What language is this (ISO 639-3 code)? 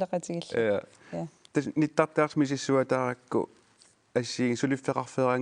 kal